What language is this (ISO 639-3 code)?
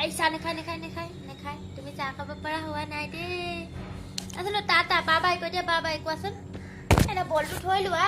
asm